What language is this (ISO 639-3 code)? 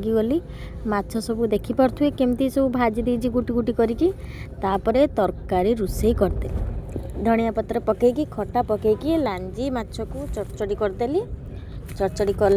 ori